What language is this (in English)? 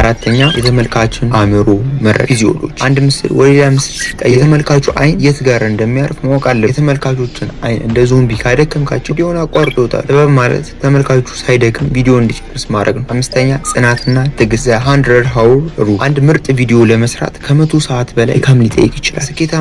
Amharic